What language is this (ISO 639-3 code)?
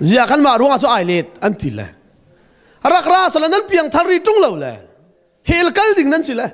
cnh